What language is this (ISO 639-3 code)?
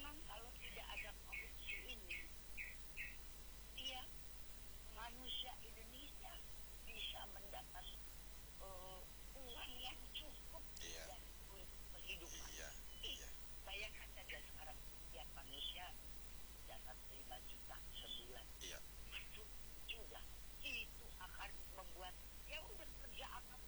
ind